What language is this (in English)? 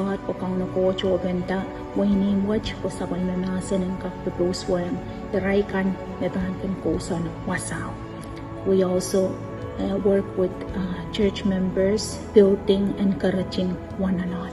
Pohnpeian